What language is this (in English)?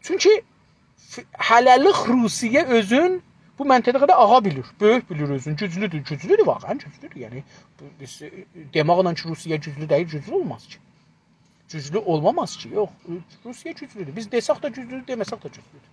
South Azerbaijani